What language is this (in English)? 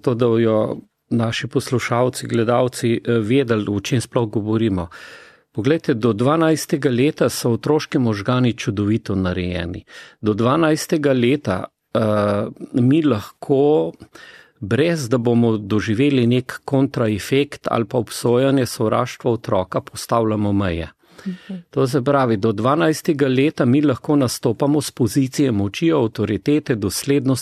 Slovenian